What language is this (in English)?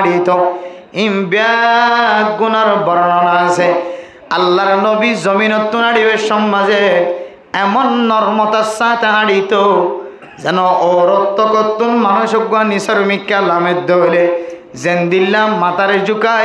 Rohingya